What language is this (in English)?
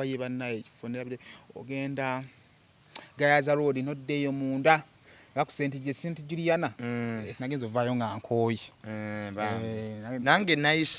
Ganda